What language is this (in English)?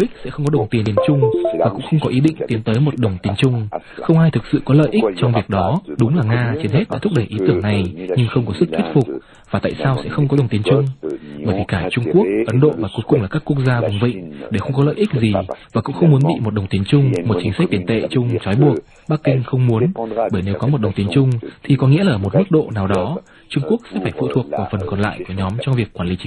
Vietnamese